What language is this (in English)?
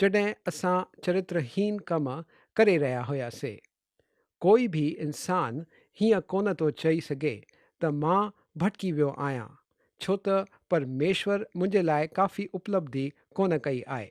Sindhi